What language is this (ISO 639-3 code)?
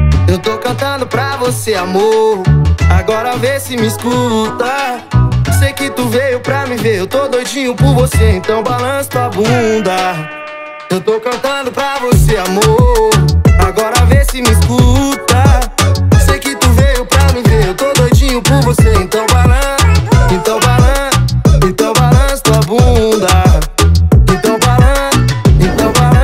por